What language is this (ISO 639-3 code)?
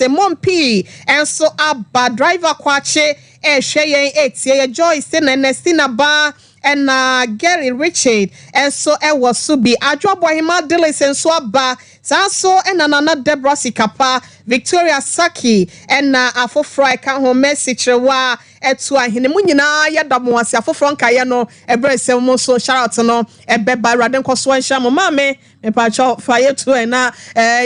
aka